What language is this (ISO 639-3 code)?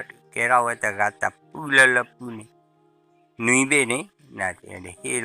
ksw